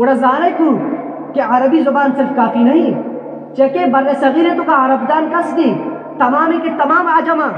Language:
Eastern Balochi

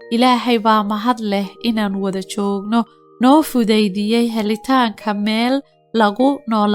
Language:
Somali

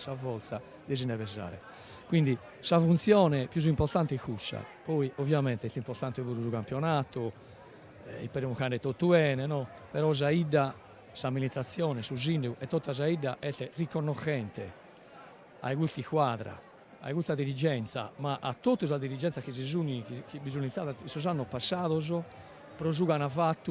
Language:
Sardinian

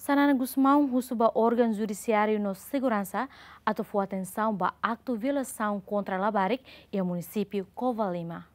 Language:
Tetum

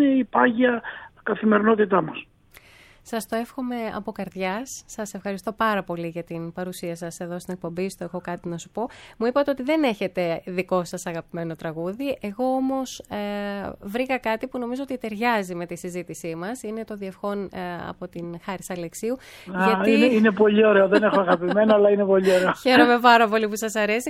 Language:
Greek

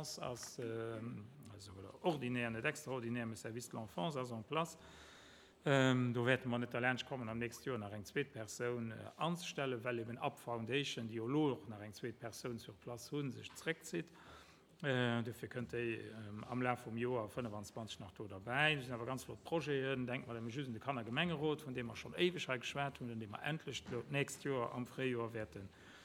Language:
Luxembourgish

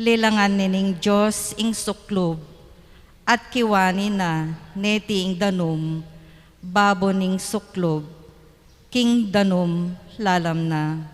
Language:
Pampanga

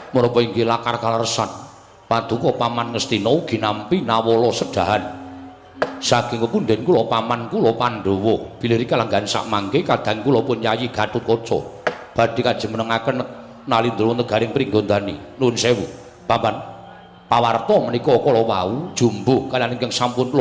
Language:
Javanese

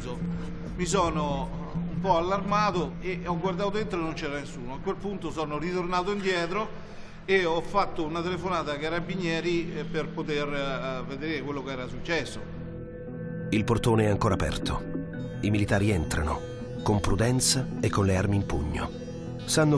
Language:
Italian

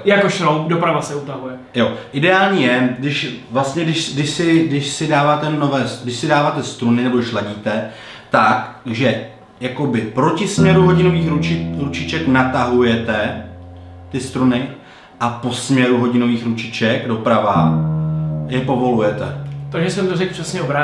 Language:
Czech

